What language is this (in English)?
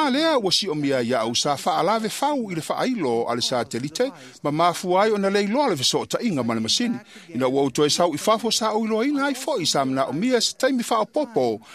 Samoan